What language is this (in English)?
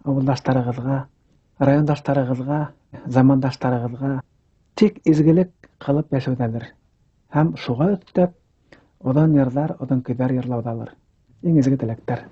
Bashkir